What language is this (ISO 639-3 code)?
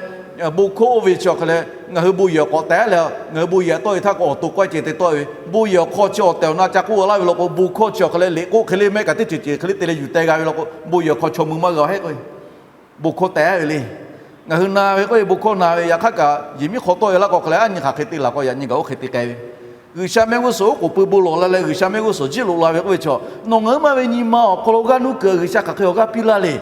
lhu